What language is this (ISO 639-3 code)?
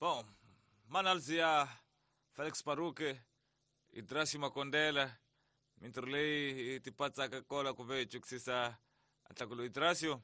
tso